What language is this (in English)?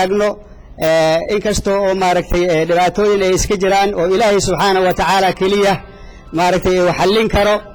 Somali